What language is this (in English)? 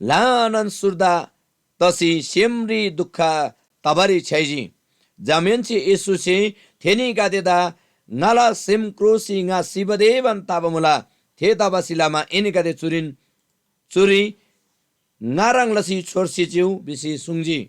Eastern Tamang